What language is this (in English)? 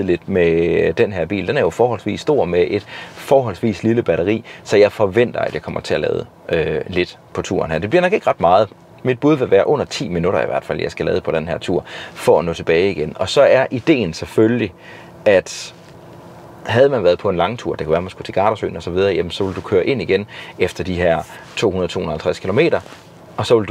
Danish